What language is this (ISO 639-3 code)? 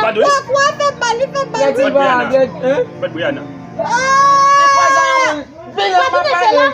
hat